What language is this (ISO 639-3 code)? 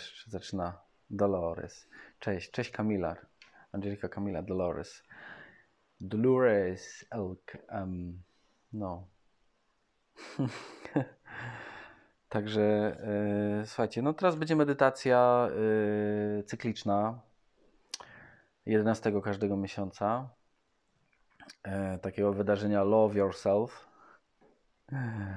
pol